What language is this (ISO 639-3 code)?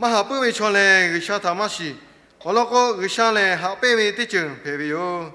lhu